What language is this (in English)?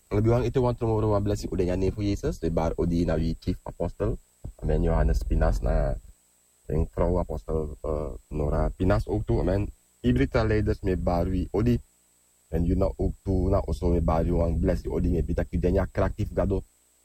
Sranan Tongo